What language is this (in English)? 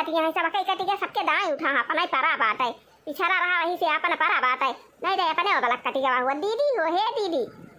Awadhi